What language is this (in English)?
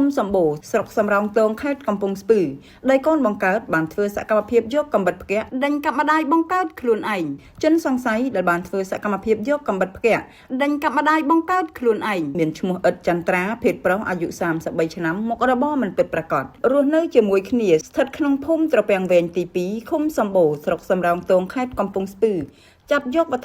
Khmer